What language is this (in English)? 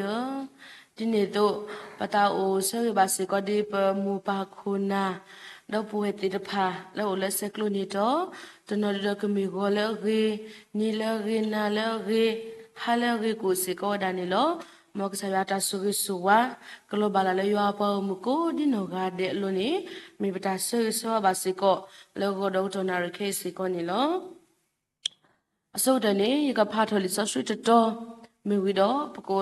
S'gaw Karen